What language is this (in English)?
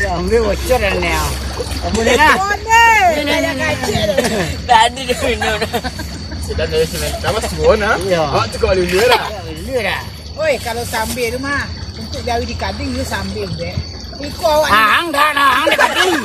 Minangkabau